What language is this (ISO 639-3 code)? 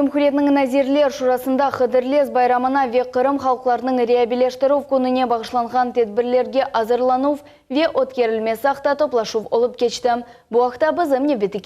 crh